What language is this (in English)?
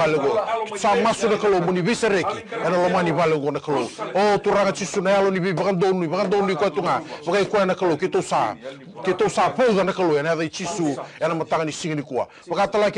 Fijian